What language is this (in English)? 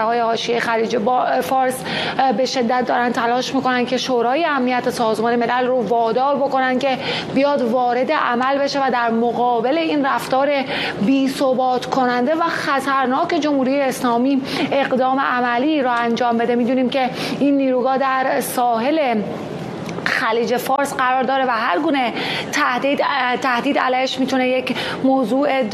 Persian